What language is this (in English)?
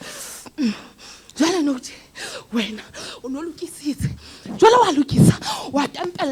Southern Sotho